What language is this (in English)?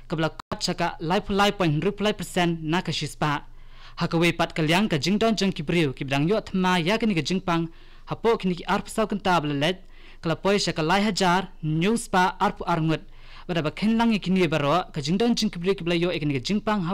Khasi